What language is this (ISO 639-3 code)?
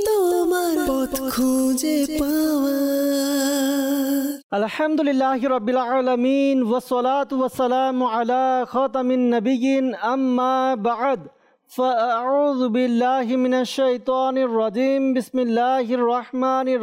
ben